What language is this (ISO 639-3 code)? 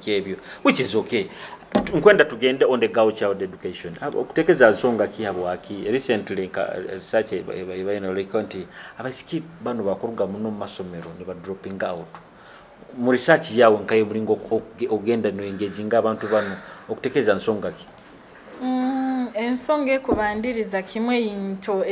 nyo